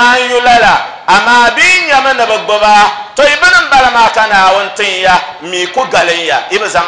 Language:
Dagbani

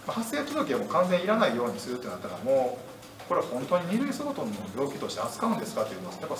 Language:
Japanese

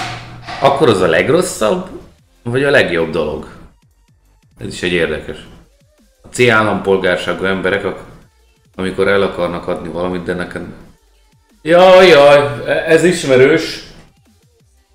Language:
Hungarian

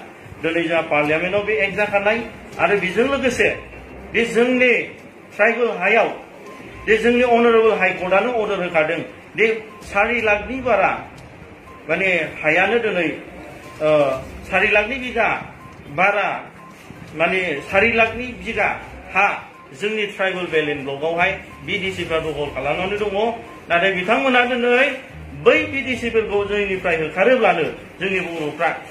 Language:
Bodo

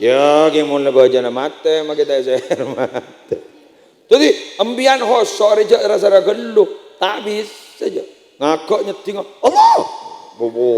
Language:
Madurese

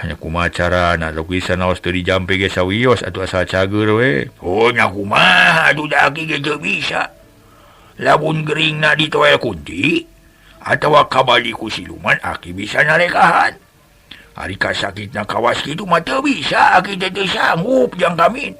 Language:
Sundanese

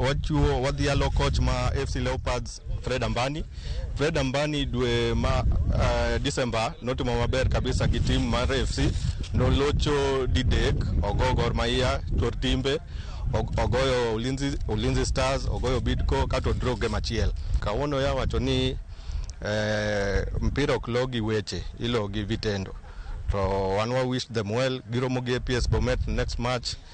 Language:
Luo (Kenya and Tanzania)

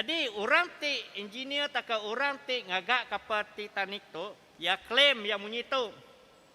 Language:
Iban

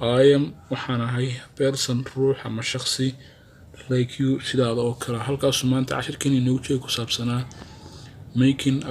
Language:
Somali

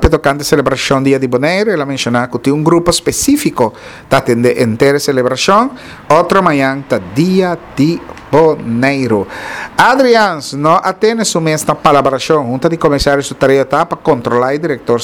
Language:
Papiamento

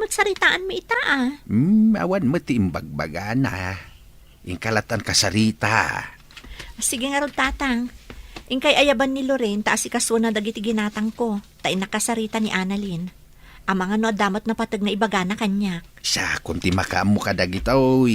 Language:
Iloko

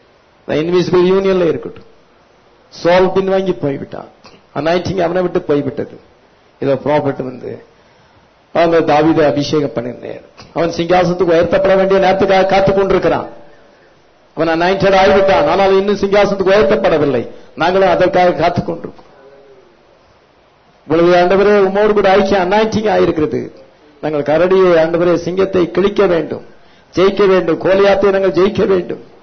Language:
Tamil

